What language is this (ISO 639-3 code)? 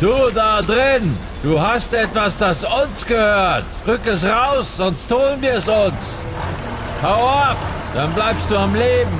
bar